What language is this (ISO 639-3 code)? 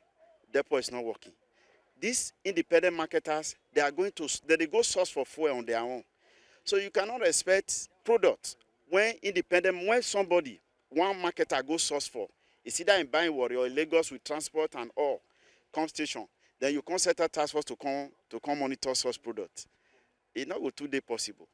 pcm